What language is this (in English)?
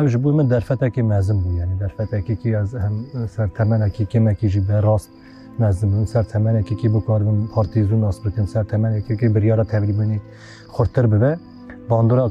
Kurdish